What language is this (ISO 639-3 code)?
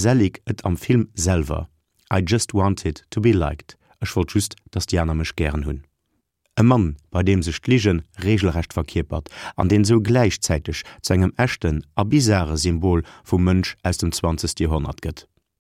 ltz